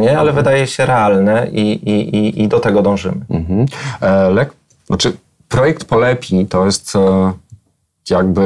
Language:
Polish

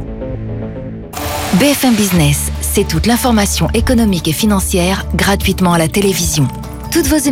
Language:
French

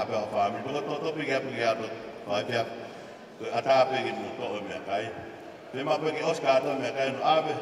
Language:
Tongan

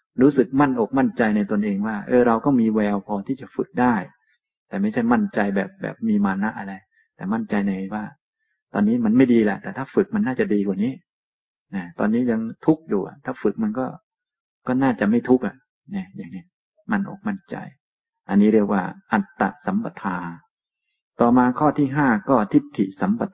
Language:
Thai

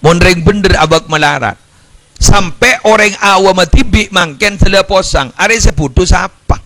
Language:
Madurese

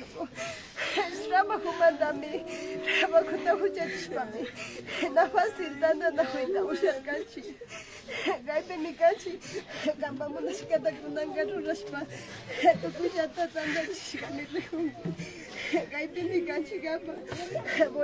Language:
Imbabura Highland Quichua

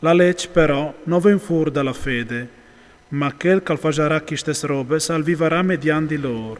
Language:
Friulian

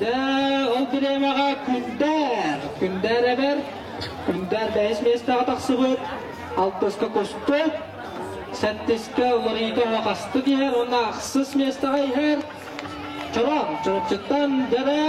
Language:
Yakut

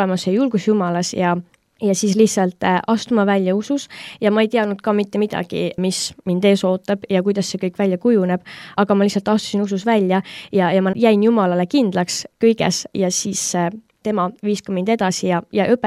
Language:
Estonian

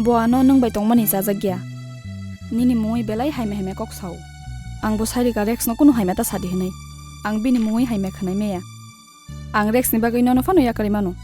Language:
Kok Borok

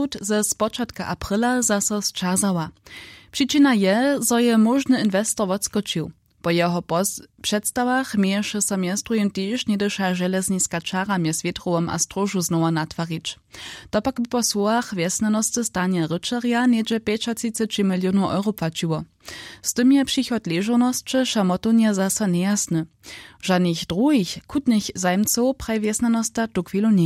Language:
Upper Sorbian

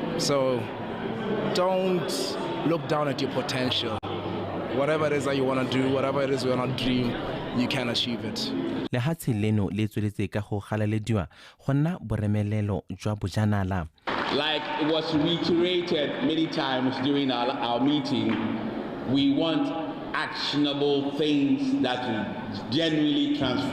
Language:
Tswana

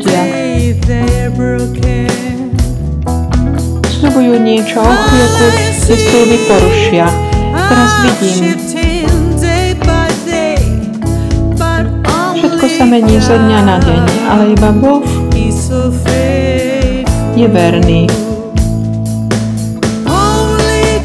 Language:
Slovak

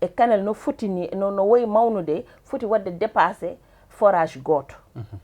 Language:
Fula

